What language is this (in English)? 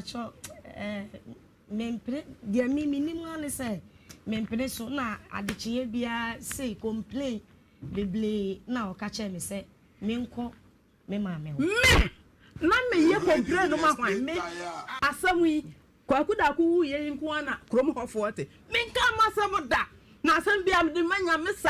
Akan